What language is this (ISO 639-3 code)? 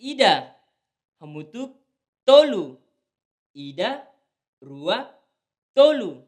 tet